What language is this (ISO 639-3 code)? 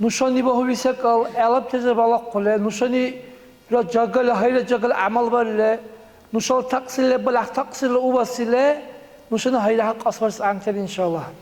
dar